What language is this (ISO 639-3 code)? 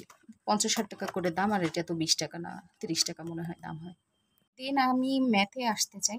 ben